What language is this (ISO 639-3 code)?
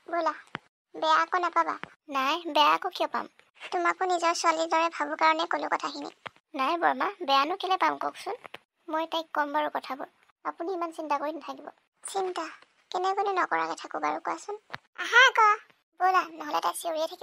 asm